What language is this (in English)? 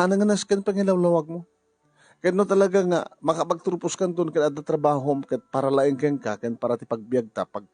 Iloko